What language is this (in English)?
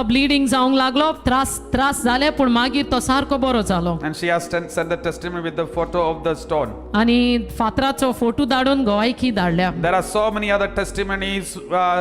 Konkani